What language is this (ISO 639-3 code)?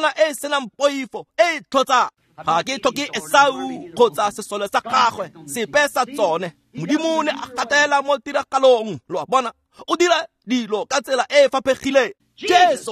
tsn